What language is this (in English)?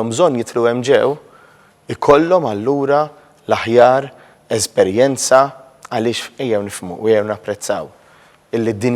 Maltese